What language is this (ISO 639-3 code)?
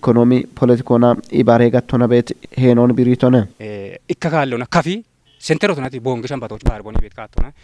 kbr